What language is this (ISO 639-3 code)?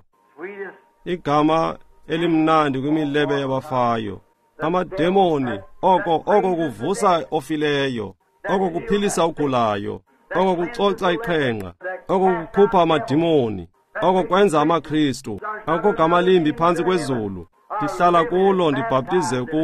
xho